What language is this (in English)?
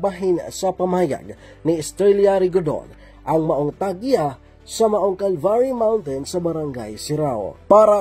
Cebuano